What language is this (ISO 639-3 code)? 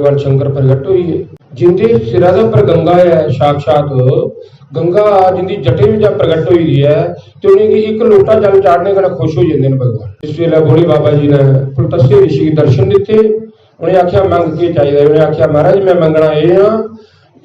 doi